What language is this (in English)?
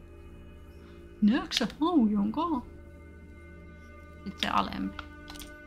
Finnish